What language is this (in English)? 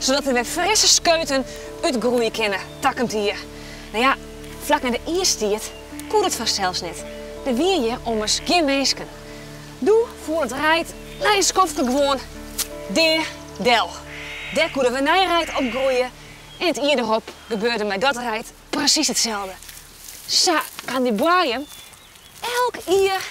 Western Frisian